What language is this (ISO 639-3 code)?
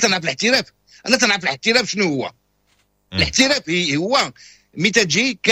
ary